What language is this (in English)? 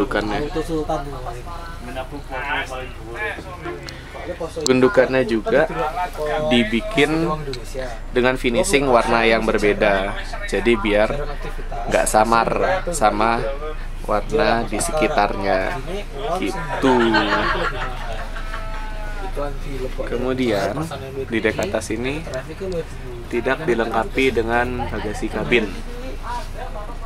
Indonesian